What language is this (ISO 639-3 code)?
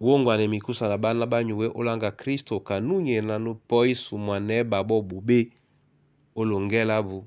dua